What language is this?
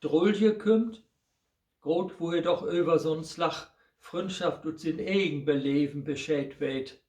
Low German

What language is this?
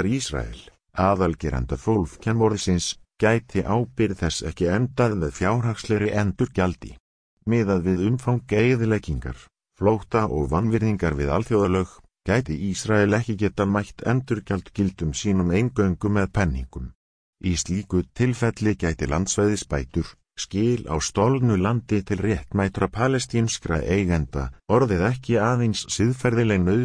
Icelandic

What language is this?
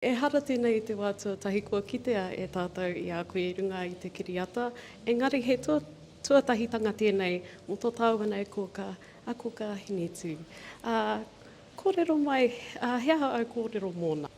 Māori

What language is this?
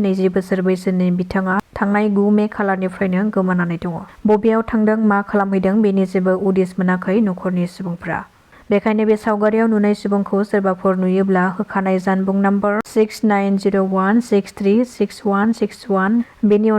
Bodo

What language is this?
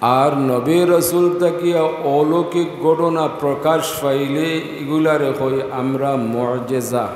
Sylheti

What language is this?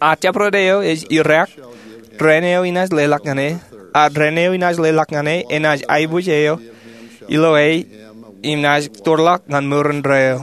Marshallese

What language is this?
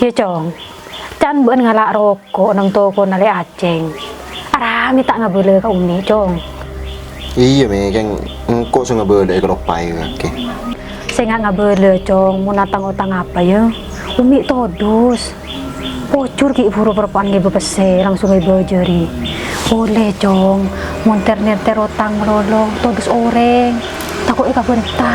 Madurese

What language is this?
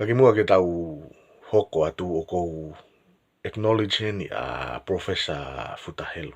Tongan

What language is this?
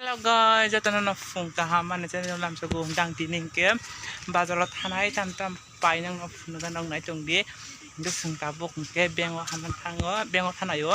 Kok Borok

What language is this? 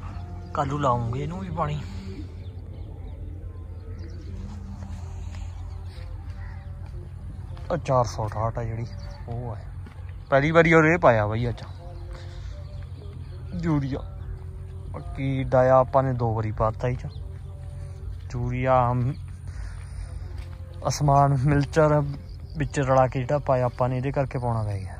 Punjabi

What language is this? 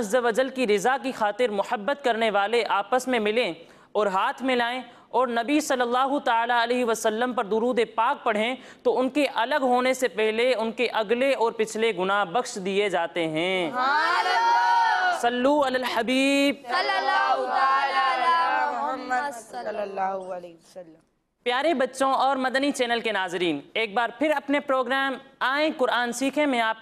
Urdu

